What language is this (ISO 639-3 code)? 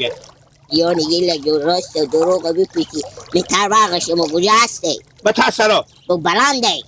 haz